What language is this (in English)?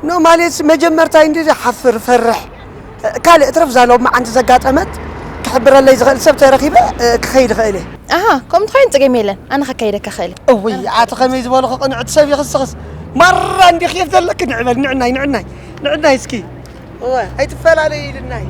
Tigrinya